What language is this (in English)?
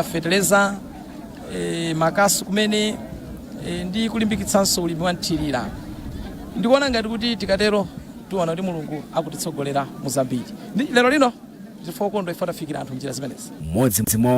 Nyanja